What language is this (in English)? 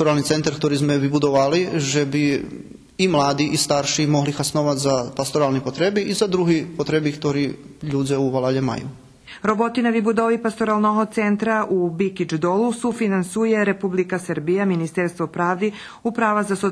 Rusyn